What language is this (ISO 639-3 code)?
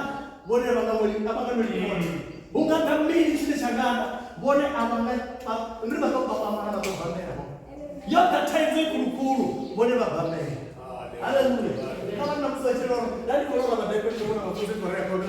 ven